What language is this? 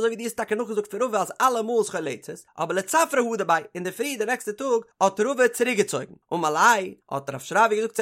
Yiddish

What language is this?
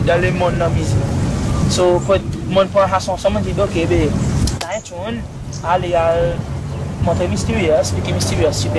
Seselwa Creole French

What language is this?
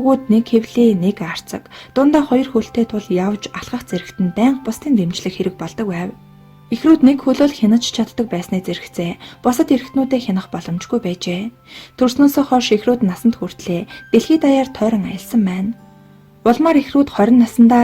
Mongolian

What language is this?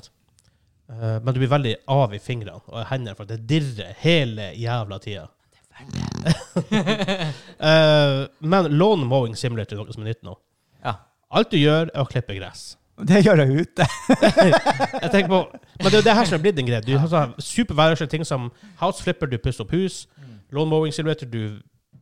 Norwegian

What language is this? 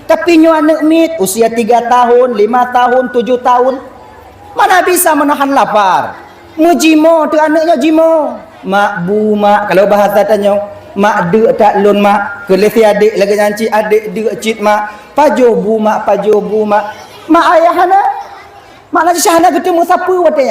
Achinese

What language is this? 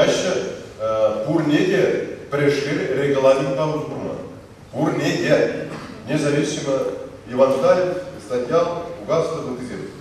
Chuvash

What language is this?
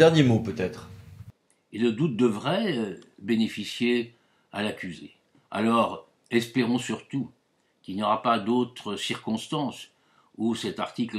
French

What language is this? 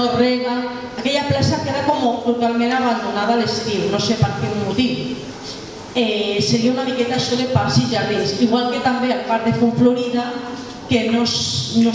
Catalan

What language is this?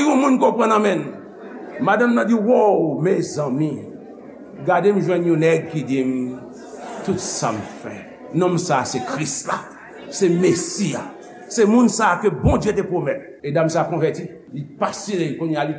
Haitian Creole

